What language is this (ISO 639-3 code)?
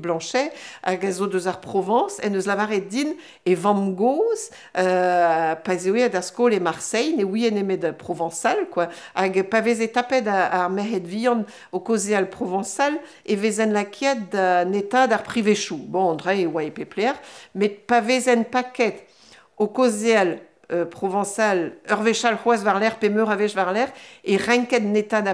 bre